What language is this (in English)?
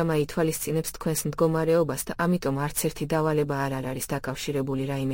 Georgian